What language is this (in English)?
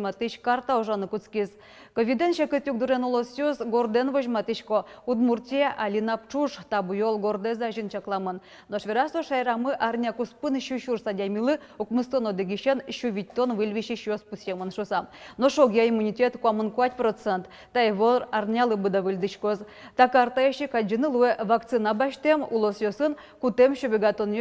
Udmurt